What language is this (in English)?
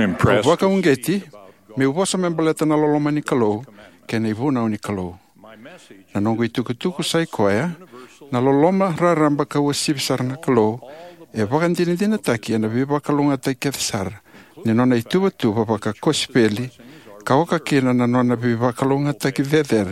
Fijian